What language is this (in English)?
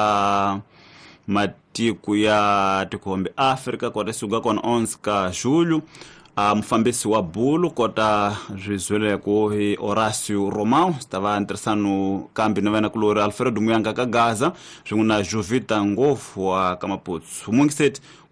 Tsonga